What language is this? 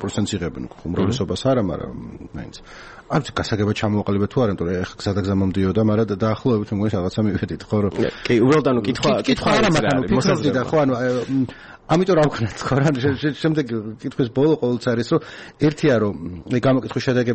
Georgian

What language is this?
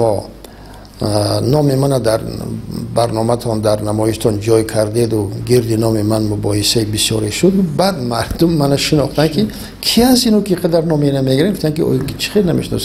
Tajik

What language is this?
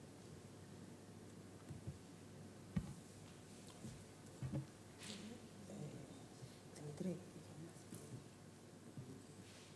Greek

